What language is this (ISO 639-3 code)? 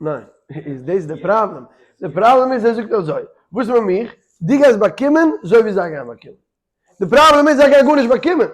yid